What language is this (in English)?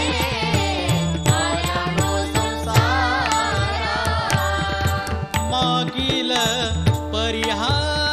Marathi